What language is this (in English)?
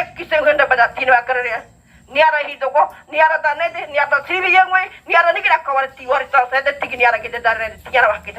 Ngäbere